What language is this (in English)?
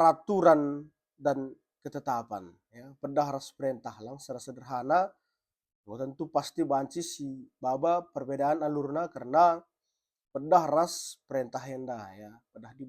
Batak Karo